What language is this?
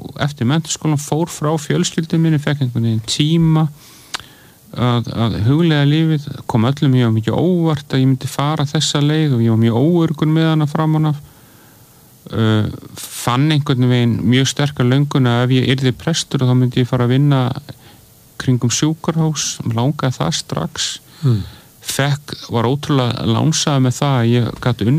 Icelandic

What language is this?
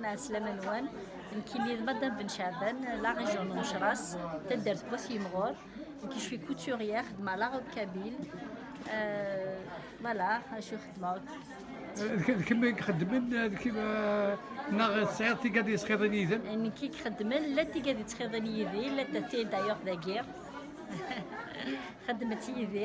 Kabyle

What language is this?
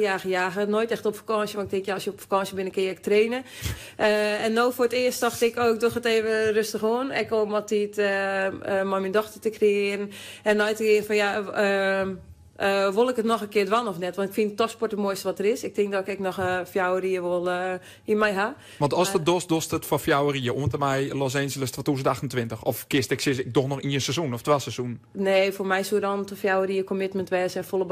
Western Frisian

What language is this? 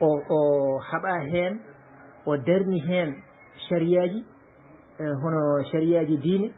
Fula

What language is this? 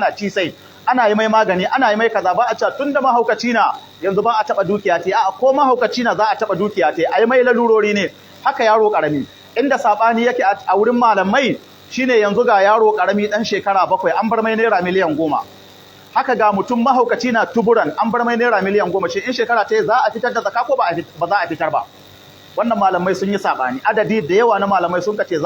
Hausa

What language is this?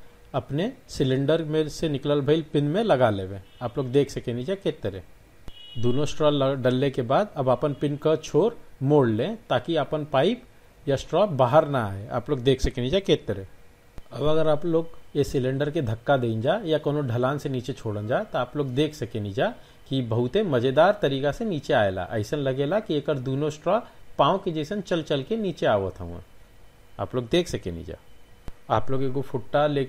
Bhojpuri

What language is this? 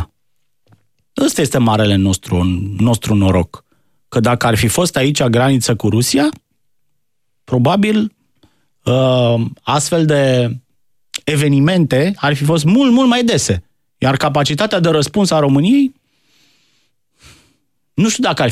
Romanian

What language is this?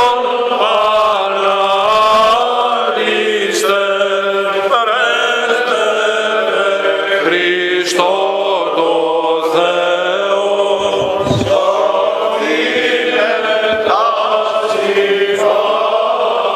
Greek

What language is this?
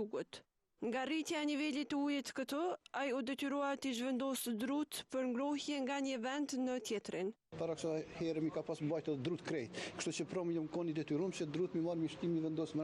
Albanian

